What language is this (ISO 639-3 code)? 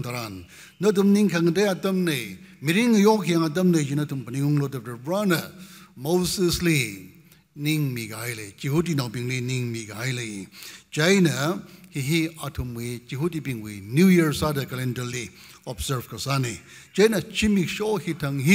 nmf